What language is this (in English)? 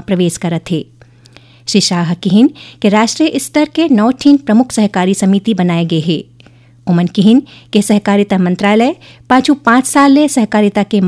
Chhattisgarhi